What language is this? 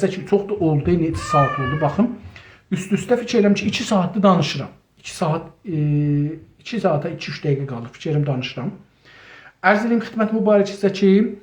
South Azerbaijani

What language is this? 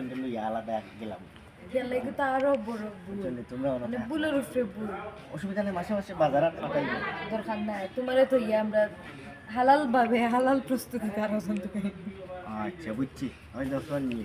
Sylheti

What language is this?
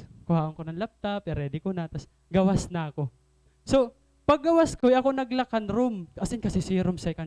Waray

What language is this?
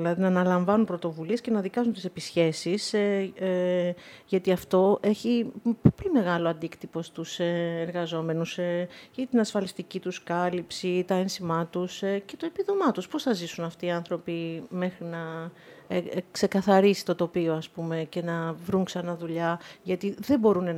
Greek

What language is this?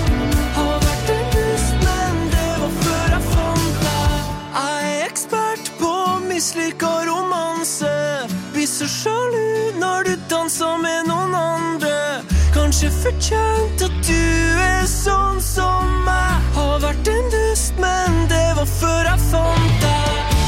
Norwegian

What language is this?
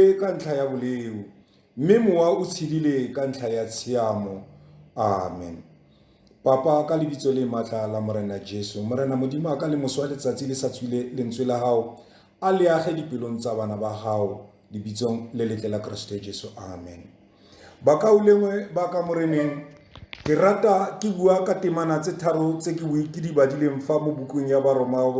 Tswana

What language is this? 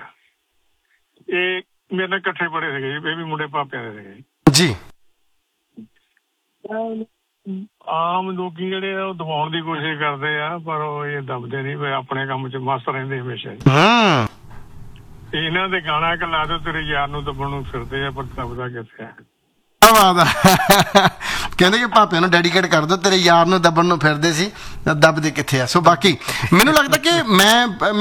Punjabi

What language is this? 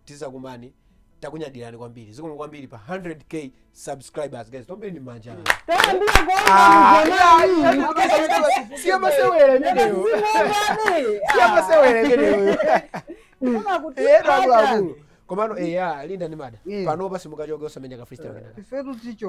Nyanja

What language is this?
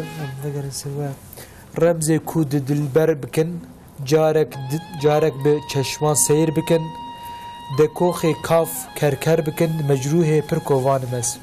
Kurdish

